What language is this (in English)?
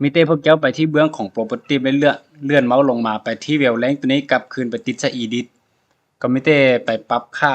Lao